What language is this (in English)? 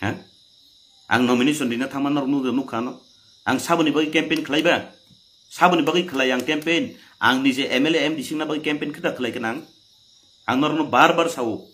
Kok Borok